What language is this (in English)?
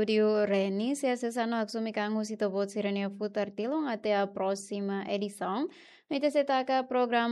Tetum